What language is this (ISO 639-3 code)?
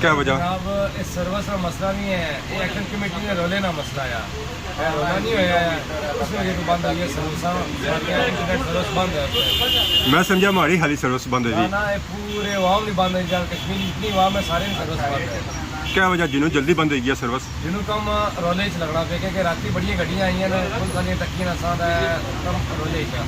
phr